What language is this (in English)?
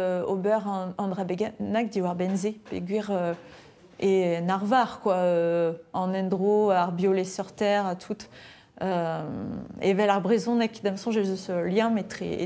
Breton